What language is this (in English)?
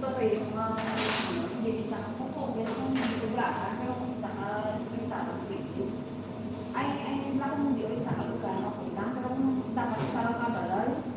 Hiligaynon